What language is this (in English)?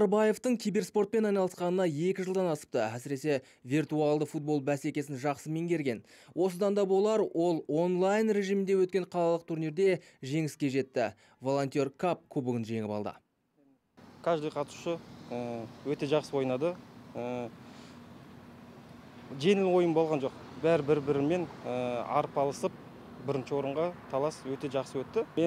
Kazakh